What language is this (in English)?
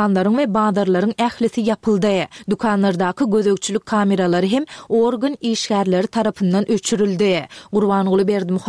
Turkmen